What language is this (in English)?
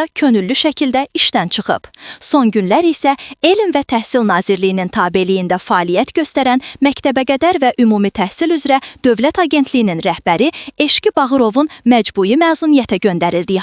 Azerbaijani